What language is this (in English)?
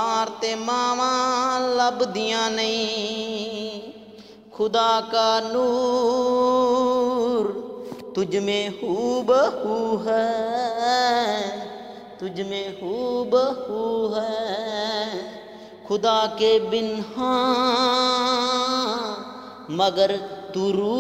Punjabi